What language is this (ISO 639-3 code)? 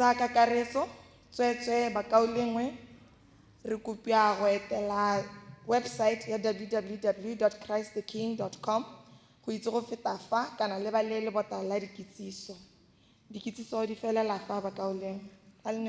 tsn